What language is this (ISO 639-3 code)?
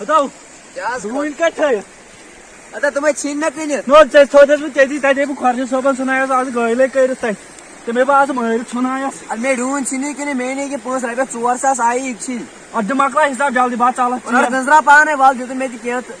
kas